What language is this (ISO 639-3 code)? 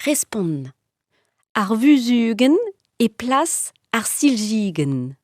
bre